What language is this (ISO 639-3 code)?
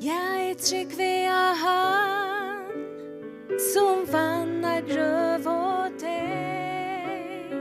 fao